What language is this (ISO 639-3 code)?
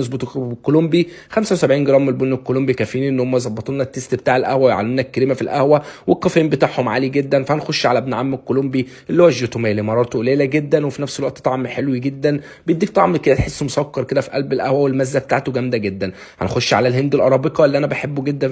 arz